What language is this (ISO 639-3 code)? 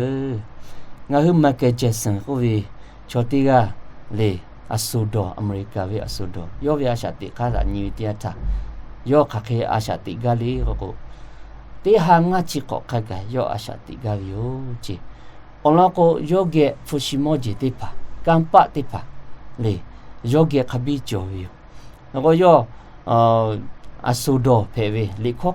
lhu